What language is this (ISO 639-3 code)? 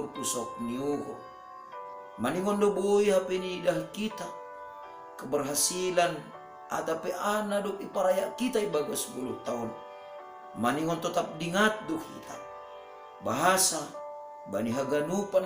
bts